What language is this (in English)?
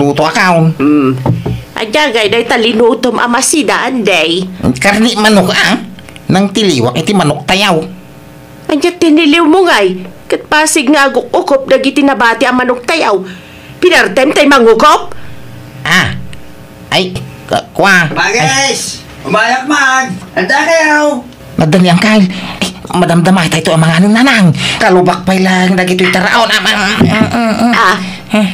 Iloko